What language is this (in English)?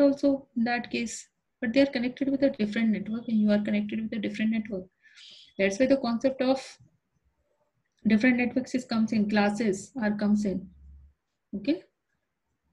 English